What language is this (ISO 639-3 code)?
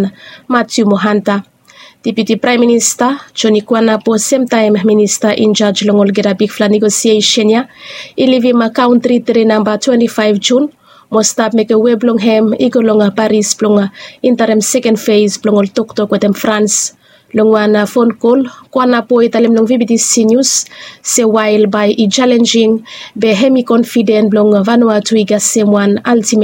bis